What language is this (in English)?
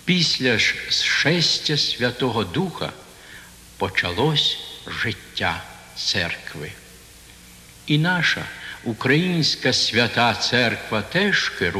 Ukrainian